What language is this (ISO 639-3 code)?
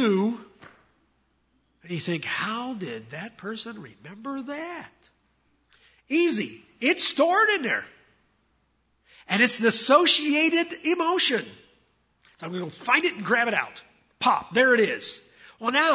eng